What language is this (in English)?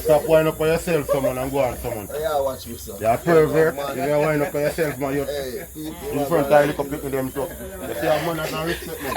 Jamaican Creole English